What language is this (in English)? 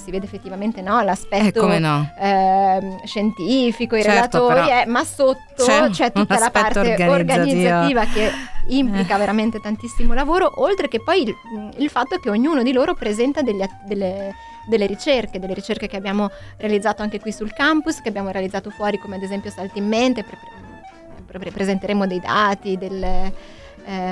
Italian